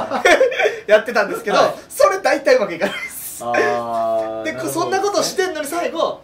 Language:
Japanese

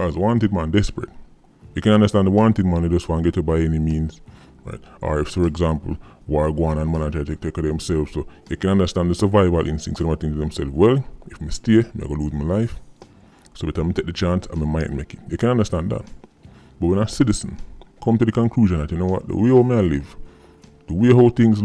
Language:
Jamaican Creole English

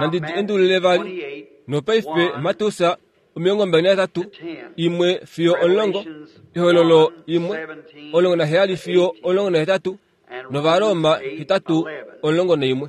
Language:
Kuanyama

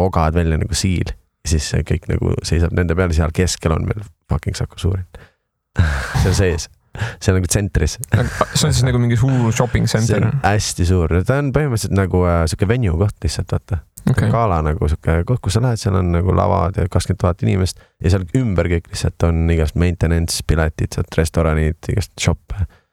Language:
Estonian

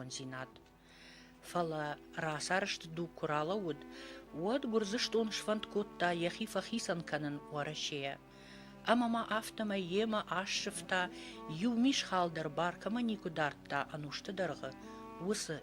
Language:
Ossetic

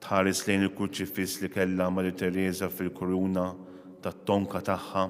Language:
Maltese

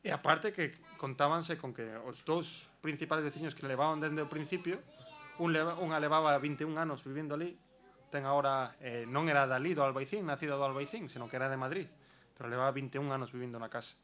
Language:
Galician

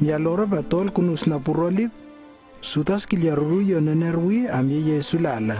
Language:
Lewo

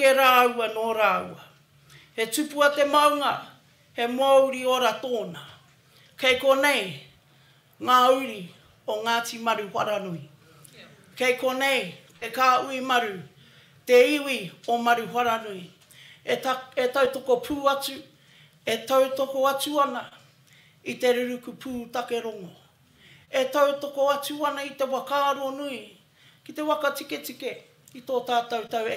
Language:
Māori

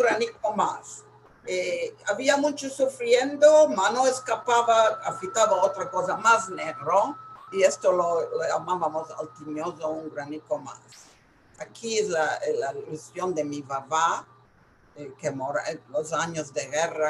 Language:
Ladino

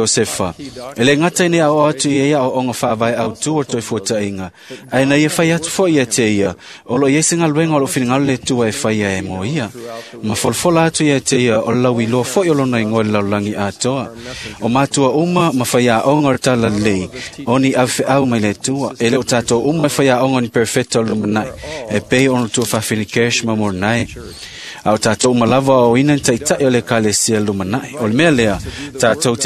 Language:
Samoan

